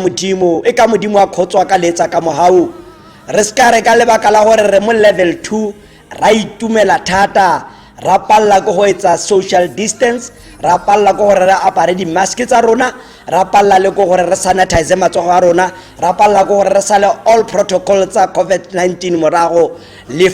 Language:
Tswana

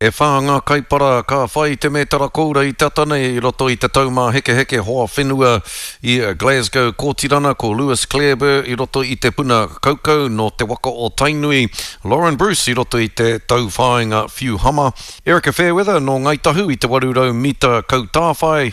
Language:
Māori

